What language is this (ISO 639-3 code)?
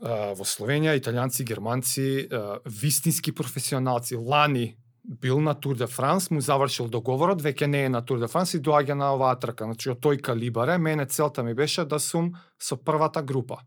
mkd